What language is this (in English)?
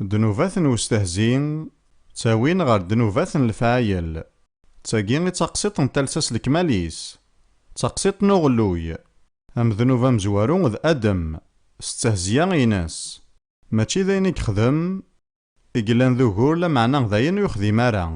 Kabyle